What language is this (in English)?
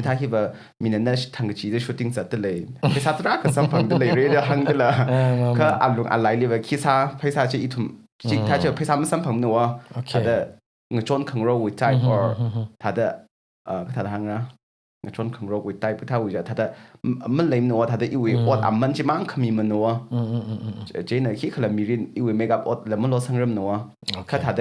Tangkhul Naga (India)